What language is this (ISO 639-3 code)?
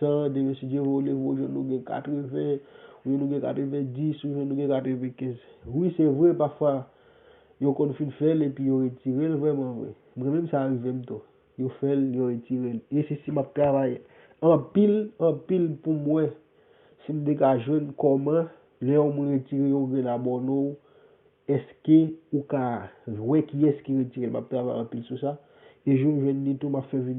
hat